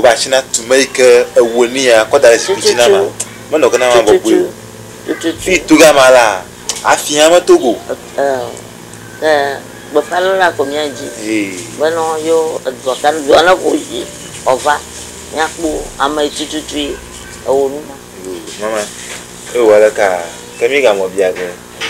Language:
Ewe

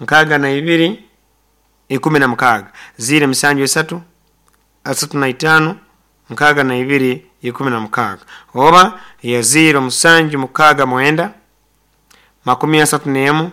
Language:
Nyoro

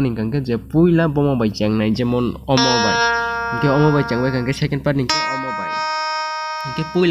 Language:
Kok Borok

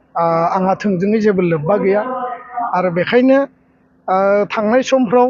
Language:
Bodo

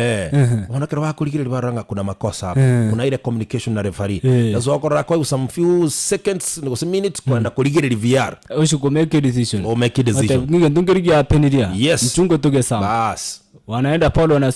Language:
Gusii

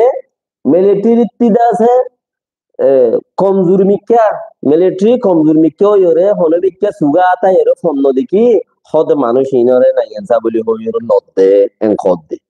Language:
Rohingya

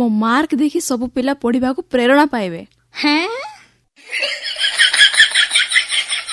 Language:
Odia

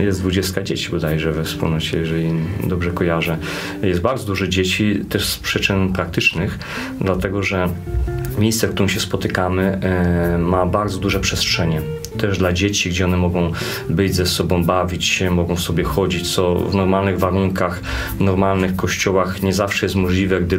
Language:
Polish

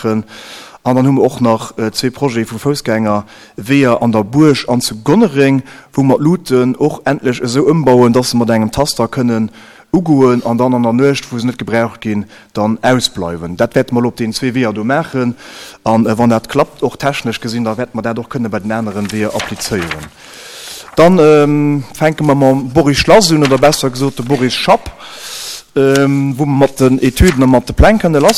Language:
Luxembourgish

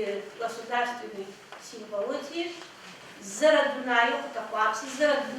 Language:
Adyghe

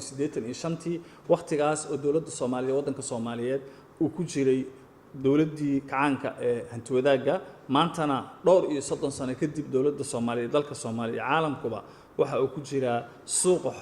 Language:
Somali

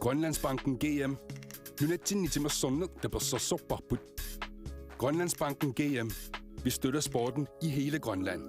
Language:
Kalaallisut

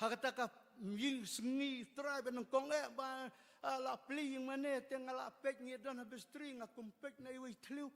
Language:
Khasi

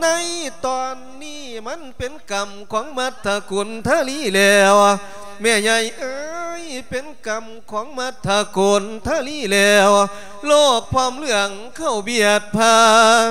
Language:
Lao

